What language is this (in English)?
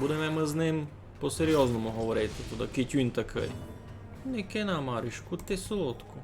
Rusyn